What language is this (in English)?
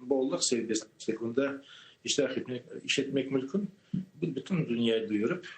Crimean Tatar